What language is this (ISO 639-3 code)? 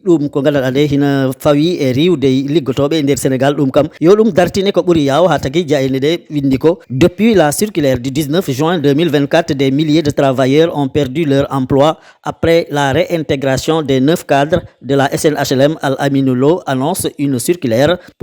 ful